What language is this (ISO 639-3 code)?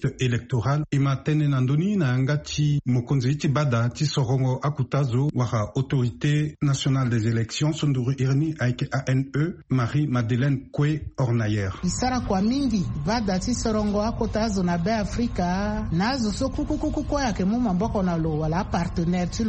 sag